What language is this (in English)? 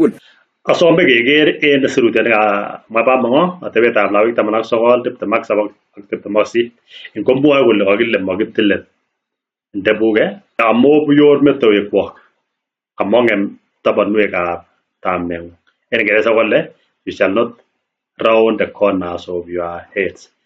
Kalenjin